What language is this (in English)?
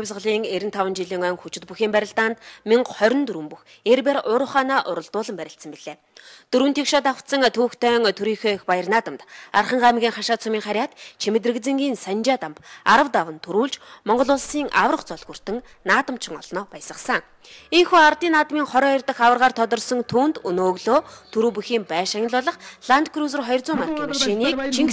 Mongolian